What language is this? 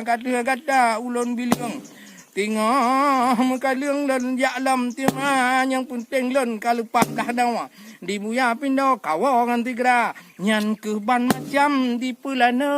Achinese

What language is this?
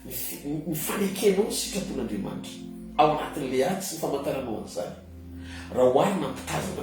Malagasy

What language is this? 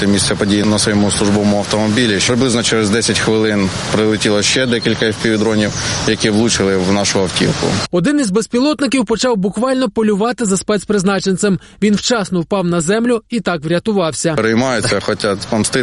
Ukrainian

